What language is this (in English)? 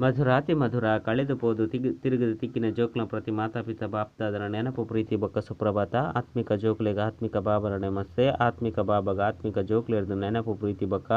Tulu